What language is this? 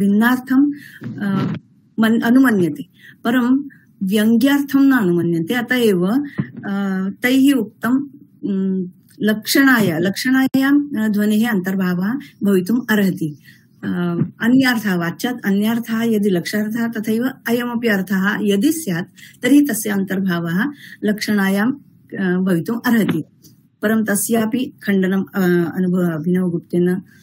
Sanskrit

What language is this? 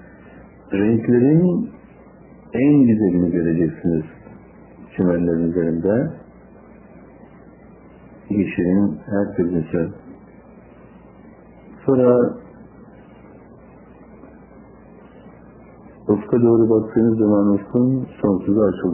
Turkish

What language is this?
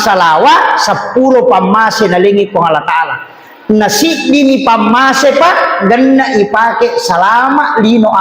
Buginese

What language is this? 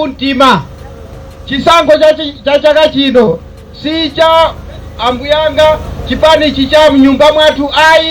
Nyanja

